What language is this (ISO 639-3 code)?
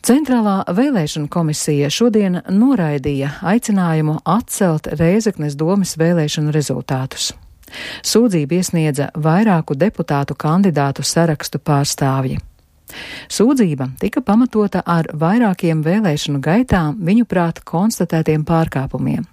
lav